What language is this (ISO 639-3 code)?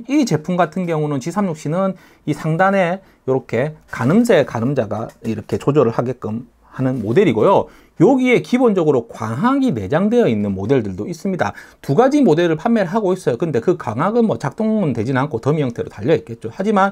kor